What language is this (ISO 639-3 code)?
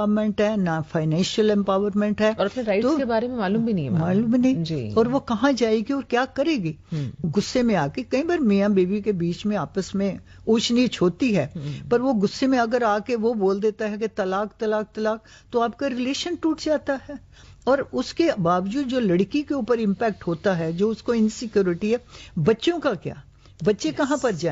urd